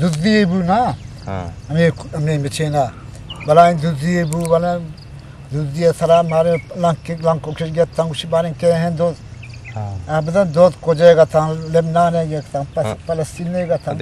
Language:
Eastern Balochi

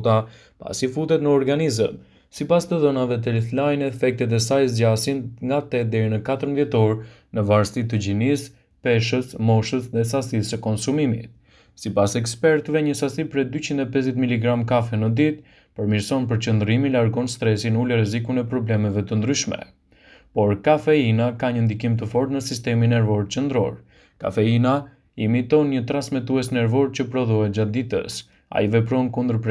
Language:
Albanian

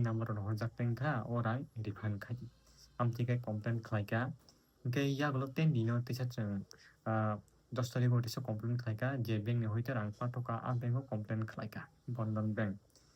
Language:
Kok Borok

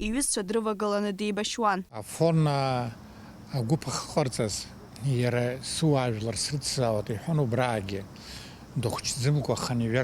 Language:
Abkhazian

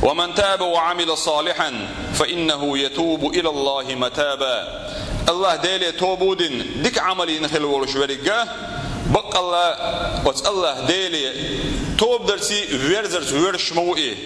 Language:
Chechen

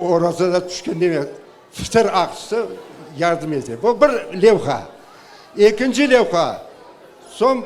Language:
Crimean Tatar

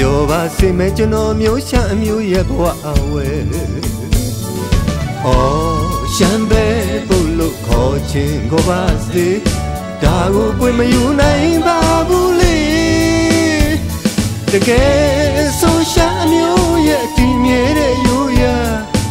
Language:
Burmese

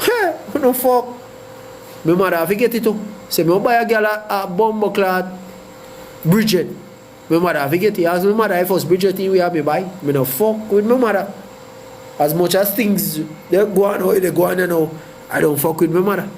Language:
Jamaican Creole English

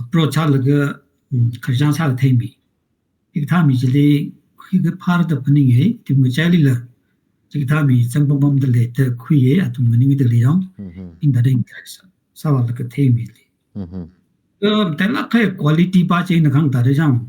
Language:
Tangkhul Naga (India)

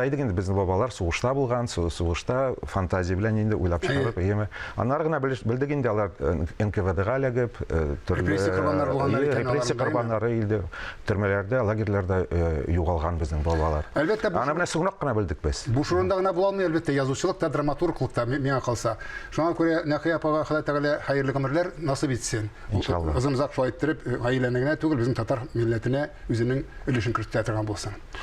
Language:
Tatar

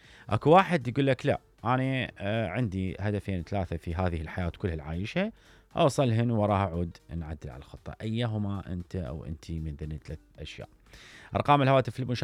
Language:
Mesopotamian Arabic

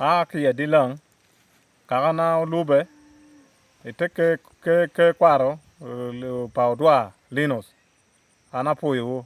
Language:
Acoli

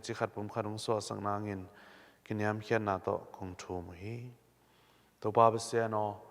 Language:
Tedim Chin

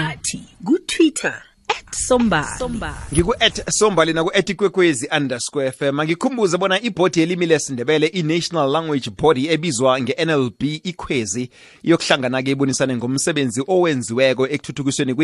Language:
South Ndebele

